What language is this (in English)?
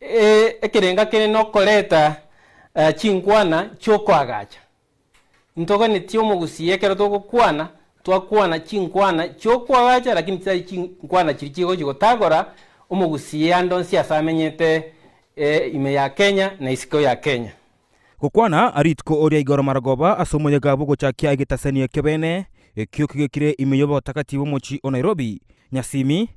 Gusii